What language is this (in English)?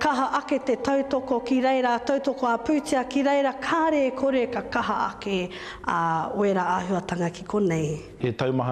Māori